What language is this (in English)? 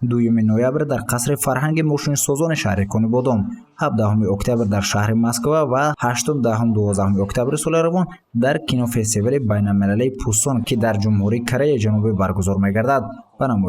Tajik